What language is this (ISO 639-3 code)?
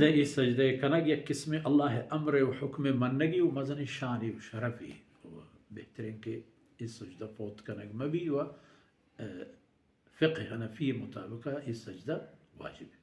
bal